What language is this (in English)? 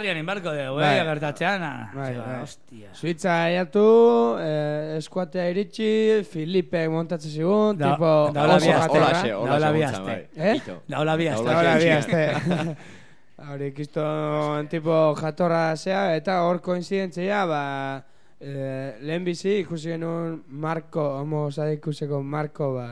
Basque